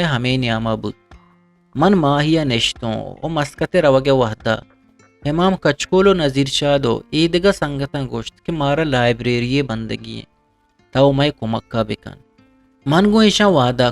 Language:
Eastern Balochi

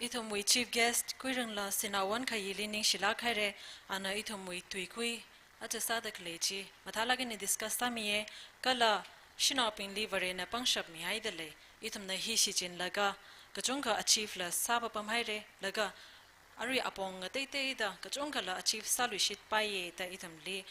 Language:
Tangkhul Naga (India)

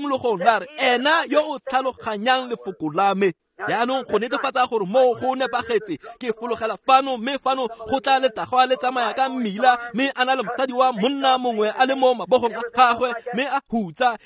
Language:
Tswana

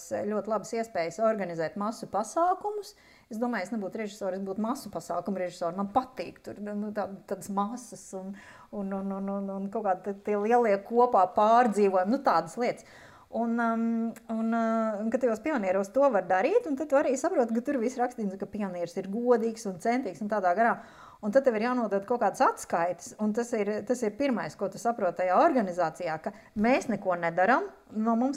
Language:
Latvian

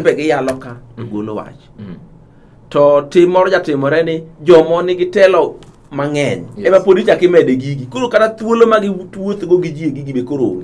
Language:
Luo (Kenya and Tanzania)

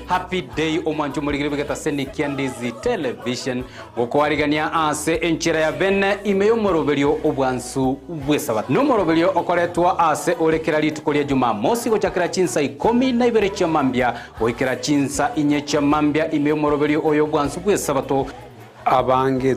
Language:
Gusii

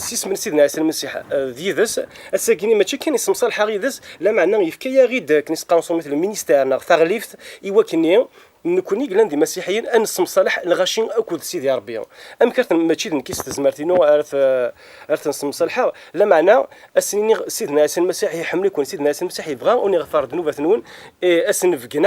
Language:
Kabyle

